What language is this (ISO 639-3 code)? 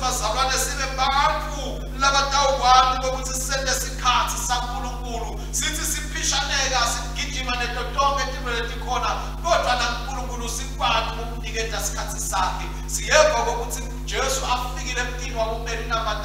ssw